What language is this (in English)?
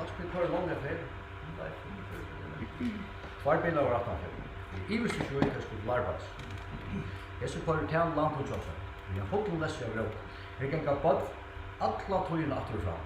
Faroese